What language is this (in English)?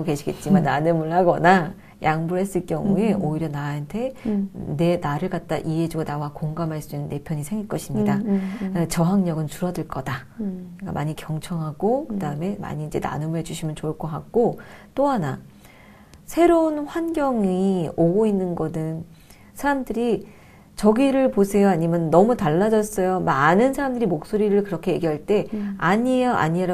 Korean